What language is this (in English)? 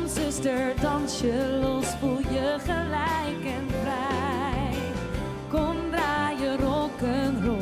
Western Frisian